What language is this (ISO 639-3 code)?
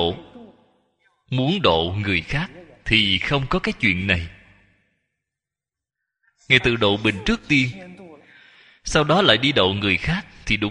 vie